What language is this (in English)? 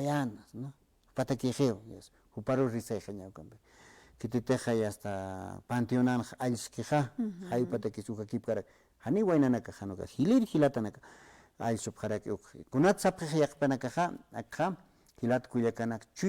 Aymara